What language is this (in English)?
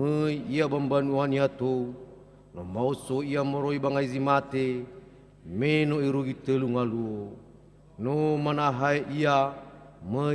Nias